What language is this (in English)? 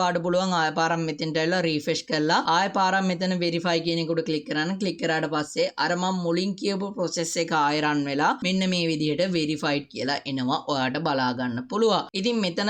Sinhala